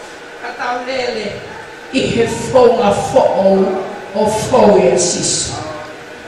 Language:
Tongan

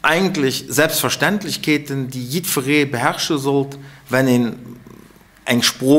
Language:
Luxembourgish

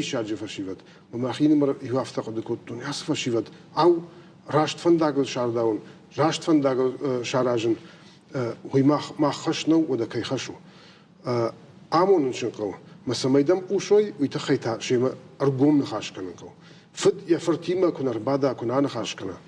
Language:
Ossetic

